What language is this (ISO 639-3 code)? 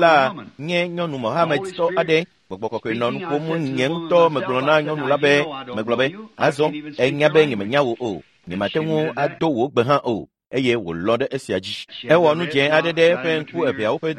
ewe